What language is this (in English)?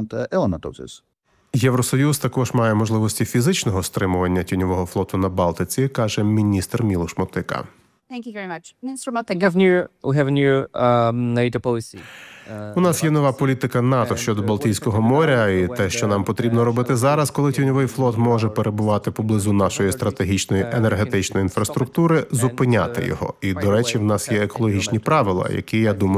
Ukrainian